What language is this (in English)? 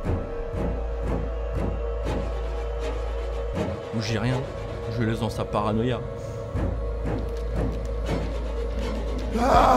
French